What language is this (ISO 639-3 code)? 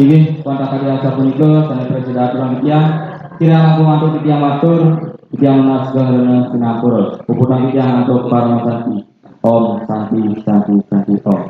ban